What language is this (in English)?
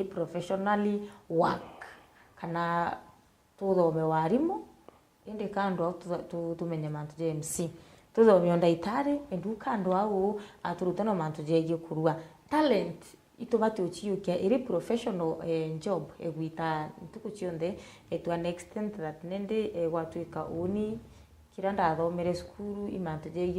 Meru